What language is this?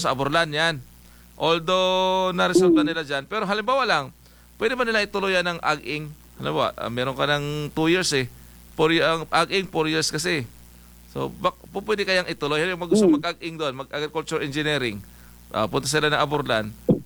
Filipino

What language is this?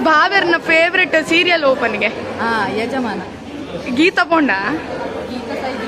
Tulu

